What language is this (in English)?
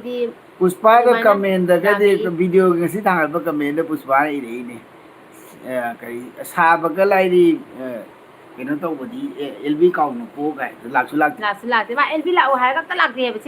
Manipuri